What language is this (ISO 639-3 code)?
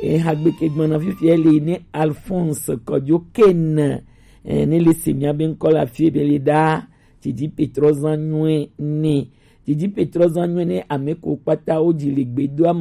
gej